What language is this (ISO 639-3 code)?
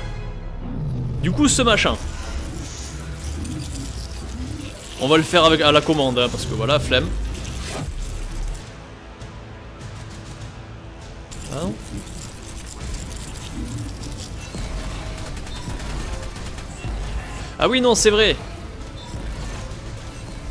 fra